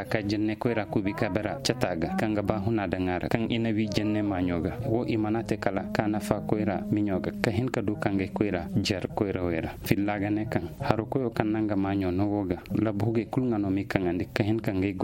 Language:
Koyraboro Senni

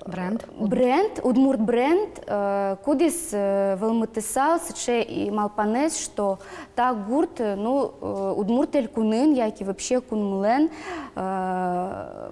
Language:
Udmurt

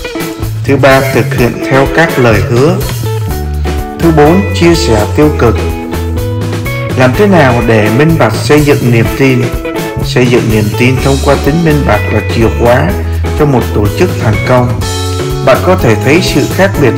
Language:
Vietnamese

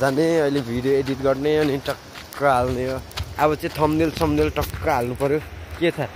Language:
Nepali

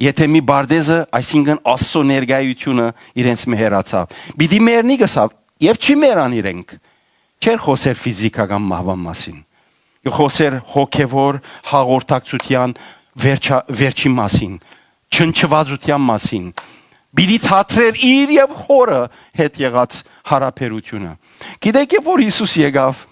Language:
Western Armenian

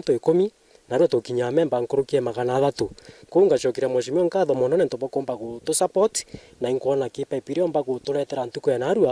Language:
Meru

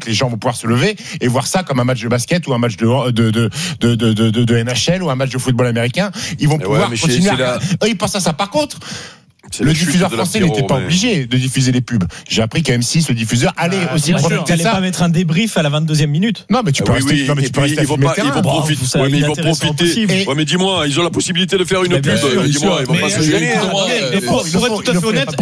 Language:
French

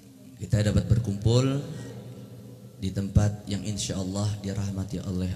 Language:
Indonesian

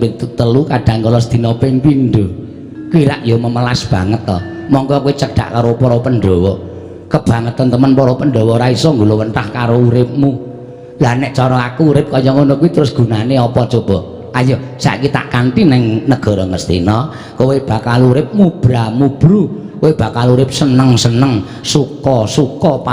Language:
Javanese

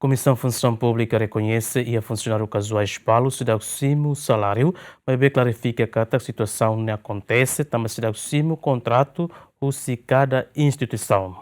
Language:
Tetum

